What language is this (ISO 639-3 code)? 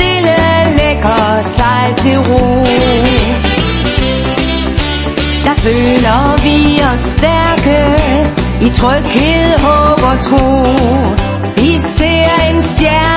dan